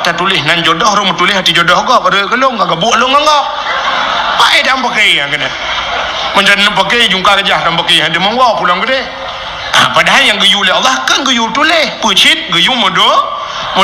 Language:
Achinese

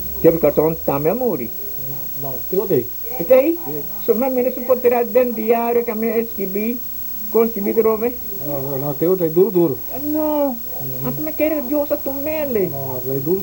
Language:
Papiamento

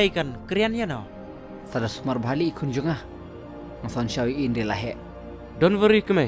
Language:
Khasi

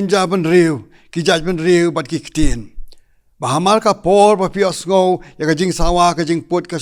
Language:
Khasi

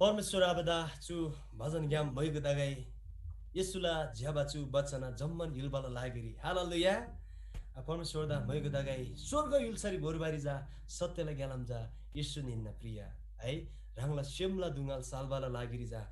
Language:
Eastern Tamang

